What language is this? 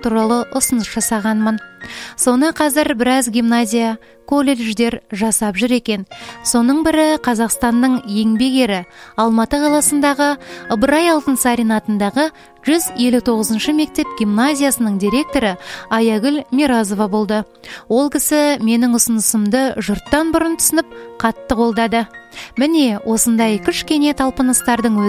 Kazakh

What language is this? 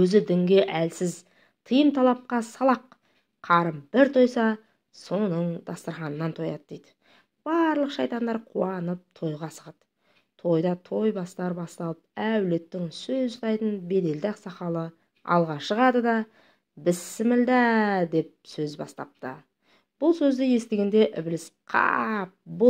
Kazakh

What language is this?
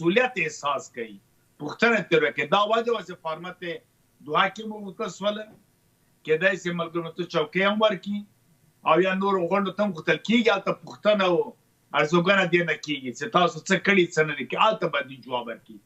Pashto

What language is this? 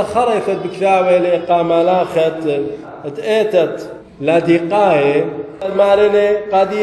Assyrian Neo-Aramaic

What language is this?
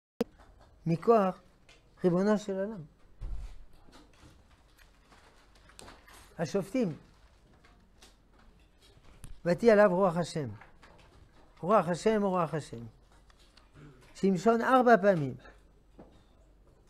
Hebrew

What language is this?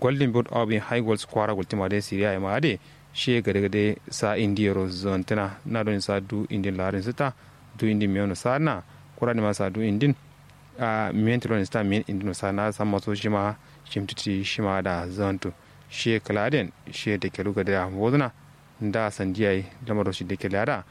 Kanuri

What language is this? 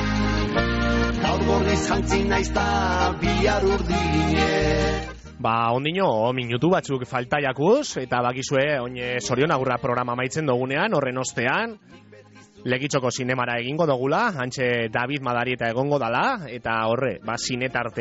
Basque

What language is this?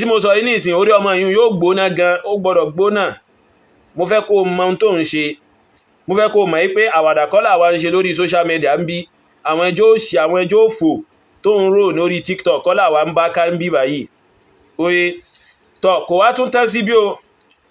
Yoruba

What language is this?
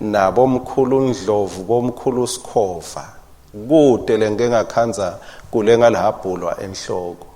Swati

